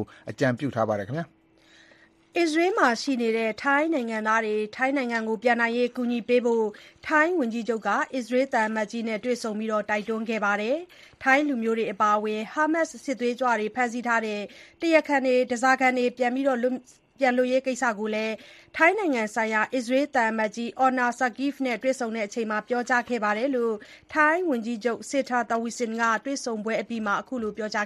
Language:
Burmese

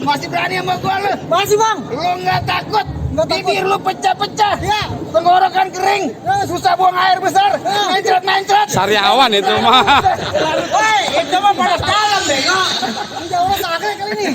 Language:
Betawi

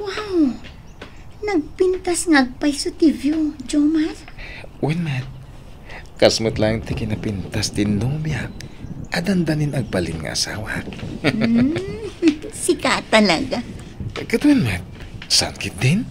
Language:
Iloko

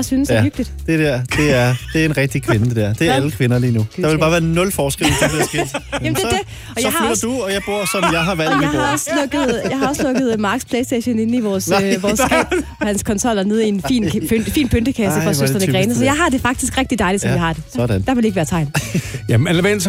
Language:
Danish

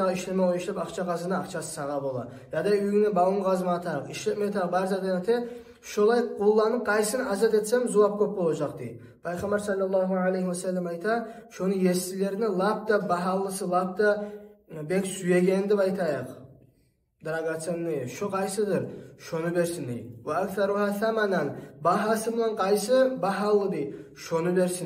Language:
Kumyk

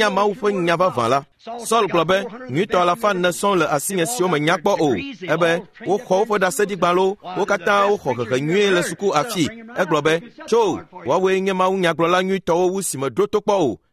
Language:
Ewe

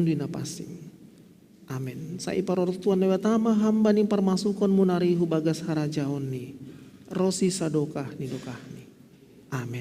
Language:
Batak Simalungun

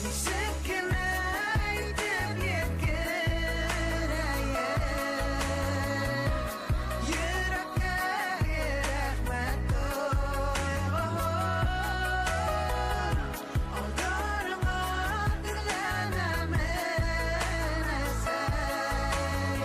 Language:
Bashkir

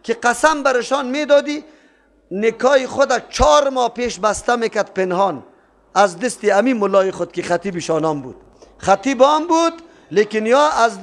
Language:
Persian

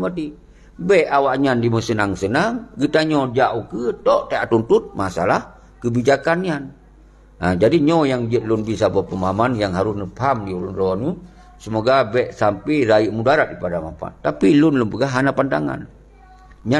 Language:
Achinese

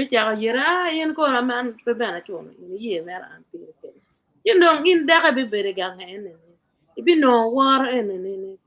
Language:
Acoli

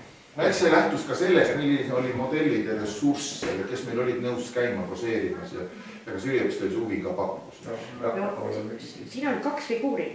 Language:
Estonian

